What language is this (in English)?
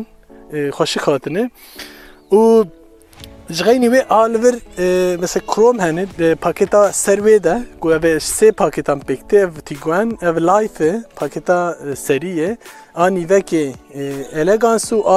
Kurdish